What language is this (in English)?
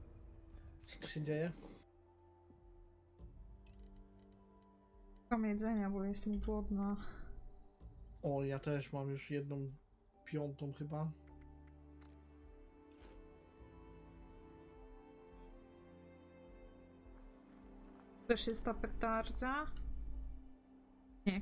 Polish